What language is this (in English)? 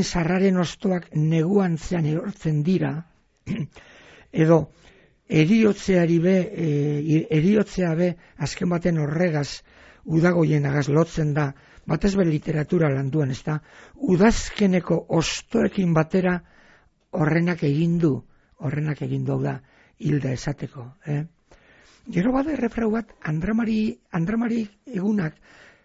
Basque